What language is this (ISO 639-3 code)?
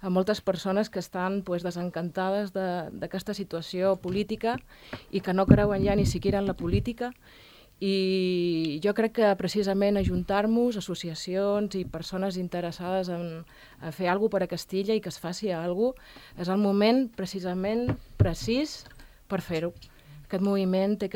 cat